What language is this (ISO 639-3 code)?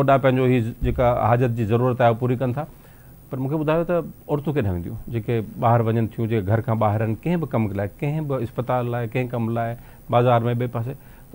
snd